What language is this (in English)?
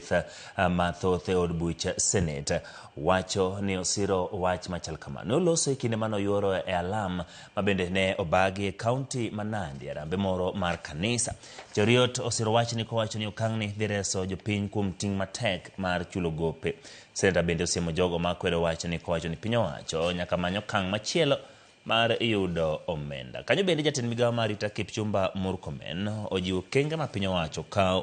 Luo (Kenya and Tanzania)